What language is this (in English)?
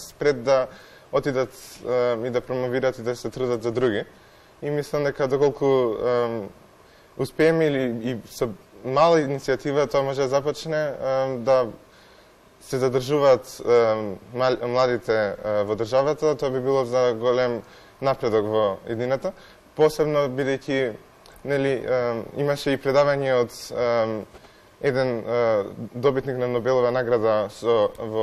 Macedonian